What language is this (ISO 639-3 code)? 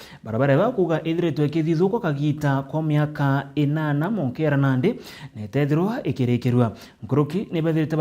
mer